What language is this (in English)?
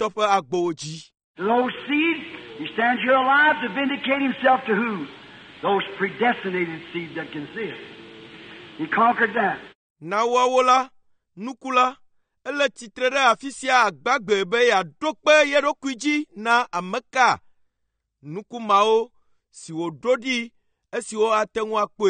Ewe